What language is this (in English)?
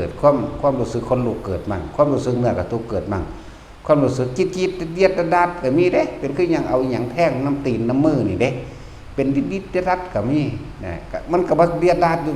Northeastern Thai